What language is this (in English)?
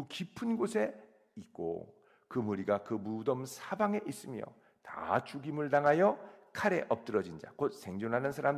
Korean